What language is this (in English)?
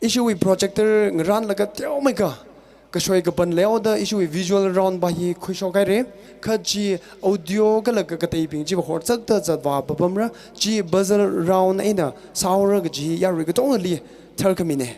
Tangkhul Naga (India)